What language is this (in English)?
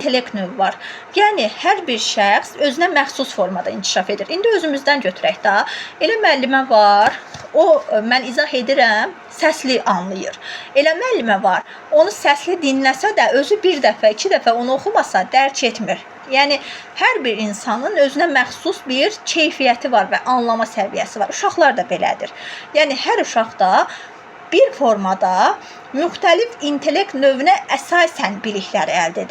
Azerbaijani